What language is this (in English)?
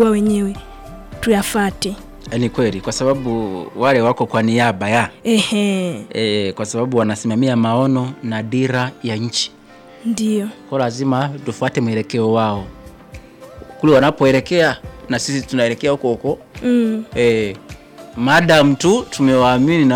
Swahili